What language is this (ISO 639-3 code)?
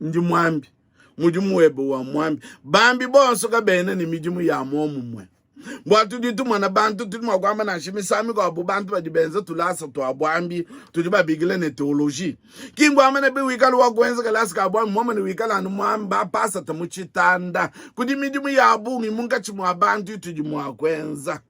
lua